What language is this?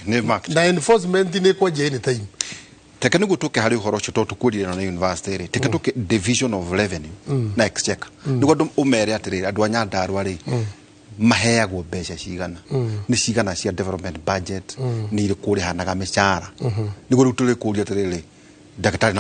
Kikuyu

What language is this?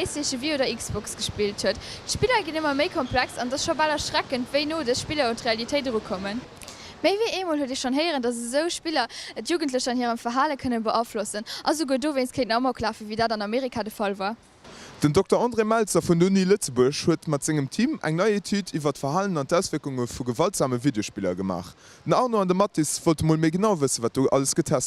Luxembourgish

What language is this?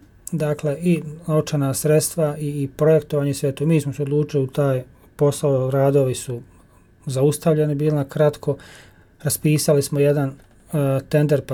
Bosnian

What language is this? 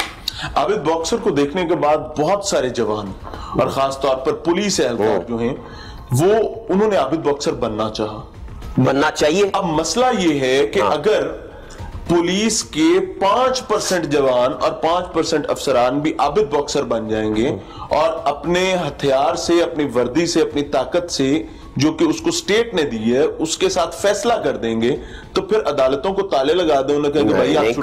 Urdu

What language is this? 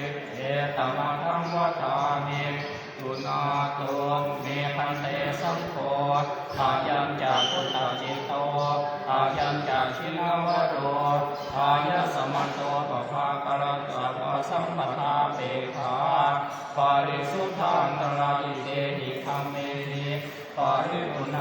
Pali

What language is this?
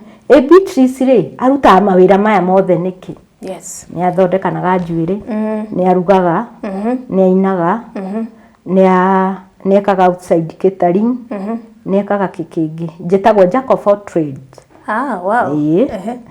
Kikuyu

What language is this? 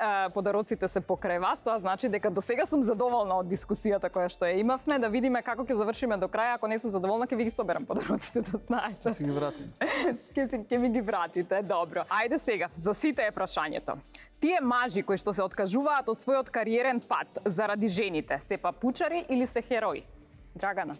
Macedonian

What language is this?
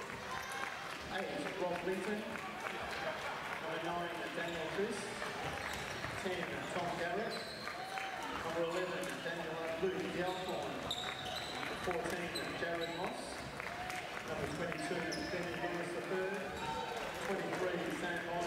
English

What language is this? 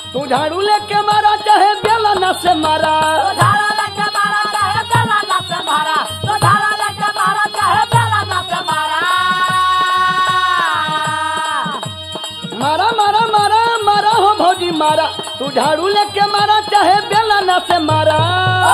Bhojpuri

